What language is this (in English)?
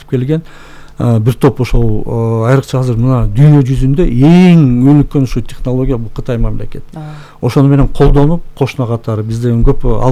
Kyrgyz